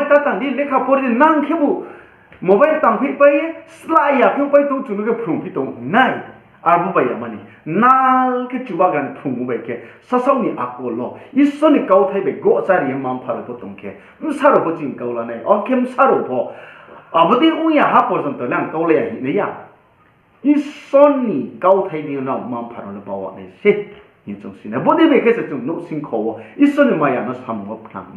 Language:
Riang (India)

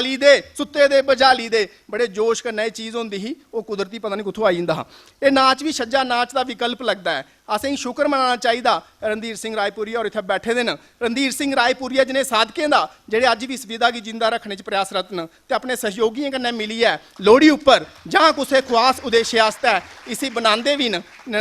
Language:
Dogri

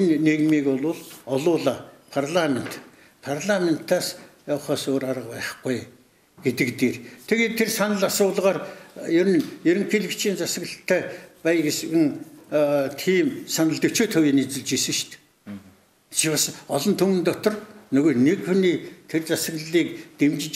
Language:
Mongolian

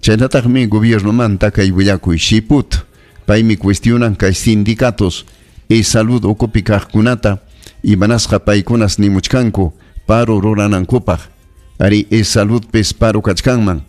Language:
Ayacucho Quechua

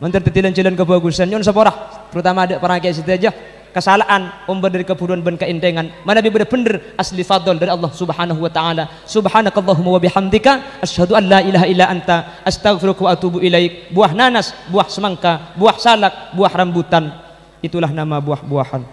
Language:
Madurese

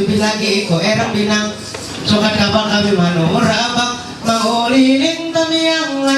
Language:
Ma'anyan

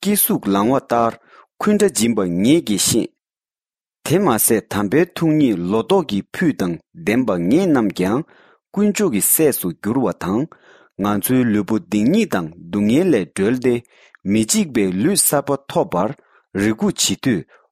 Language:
Tibetan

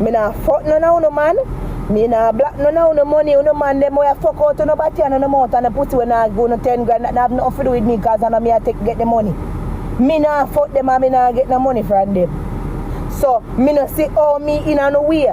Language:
Jamaican Creole English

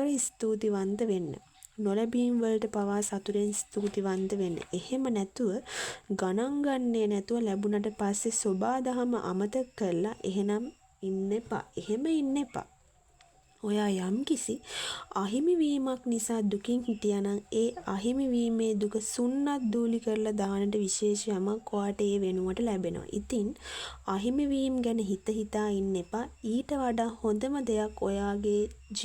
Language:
Sinhala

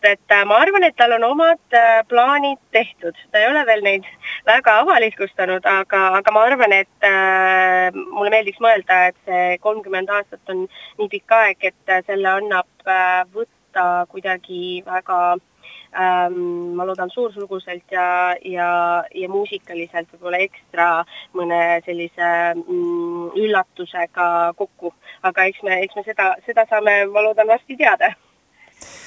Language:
Estonian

